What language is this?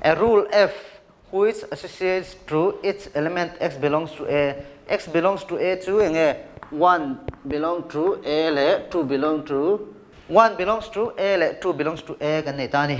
Mizo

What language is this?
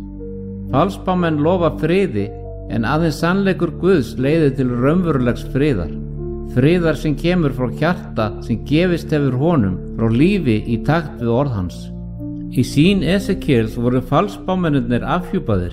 Icelandic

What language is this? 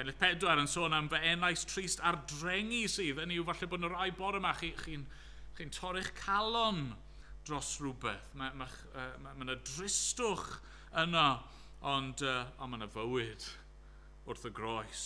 Welsh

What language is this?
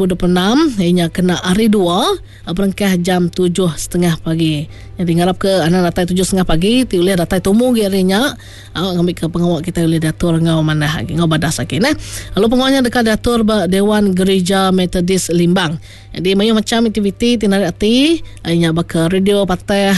Iban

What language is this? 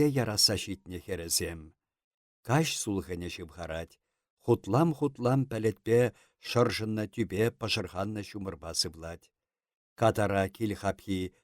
Chuvash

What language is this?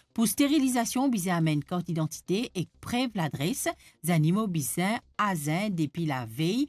Morisyen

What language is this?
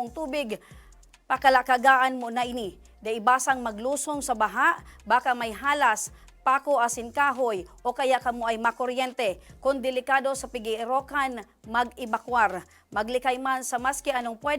Bikol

